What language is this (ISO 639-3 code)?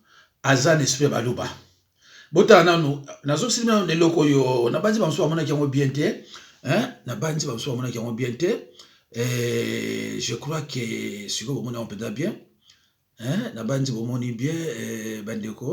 lin